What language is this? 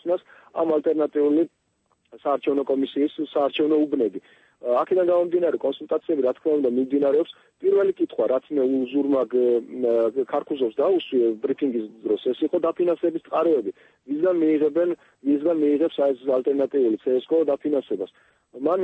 Georgian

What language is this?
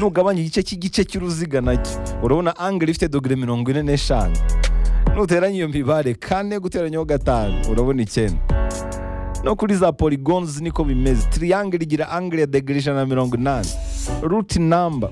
Kinyarwanda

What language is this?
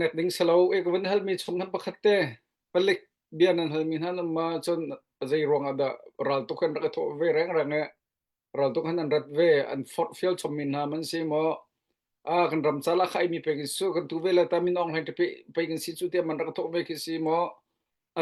Hakha Chin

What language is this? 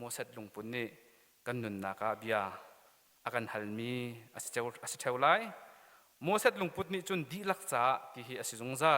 Hakha Chin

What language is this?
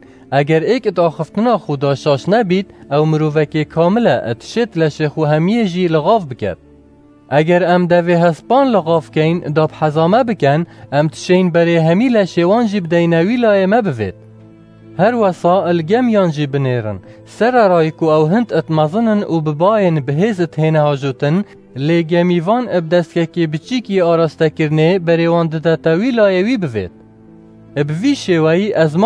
Kurdish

